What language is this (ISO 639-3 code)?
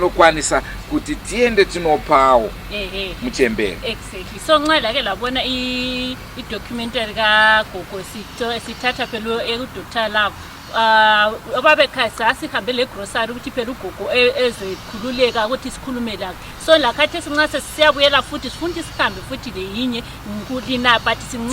sna